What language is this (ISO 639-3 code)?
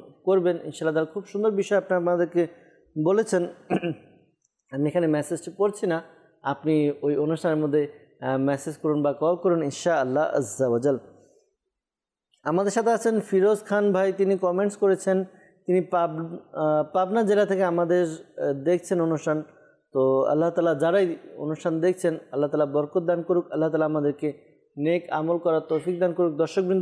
ben